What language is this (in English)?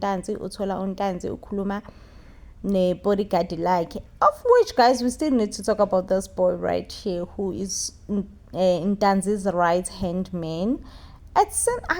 Zulu